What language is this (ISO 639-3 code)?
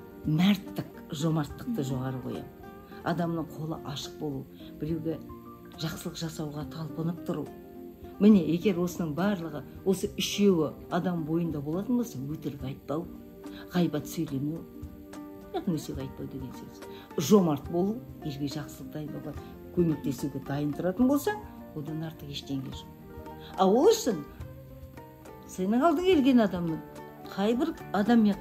kaz